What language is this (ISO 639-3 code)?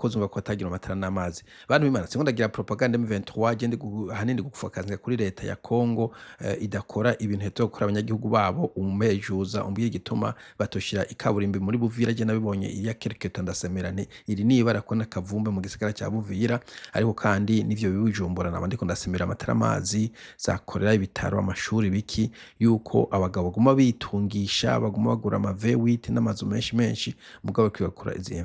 run